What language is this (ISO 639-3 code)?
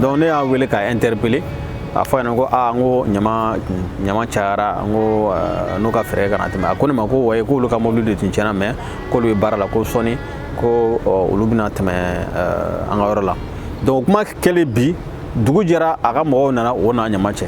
bam